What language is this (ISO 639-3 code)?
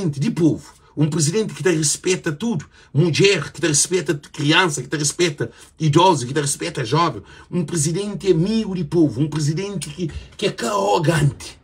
kea